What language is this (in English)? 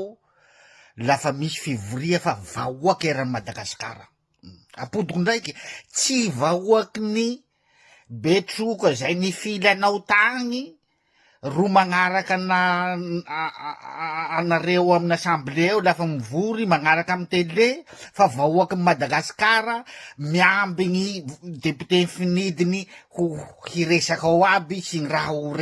Malagasy